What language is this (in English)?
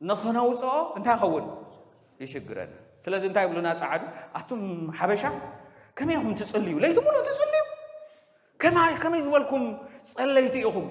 Tigrinya